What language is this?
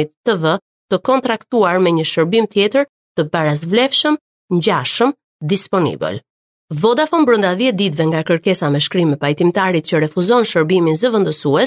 Albanian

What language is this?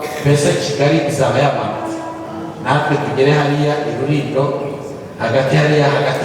Kinyarwanda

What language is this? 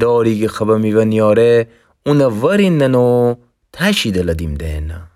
Gilaki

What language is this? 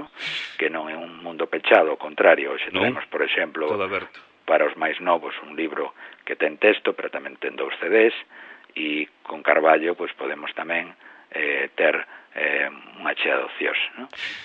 Galician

